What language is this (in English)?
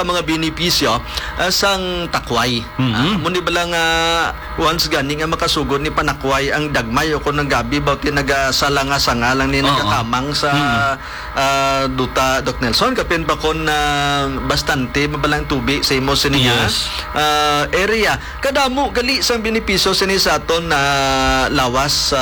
Hiligaynon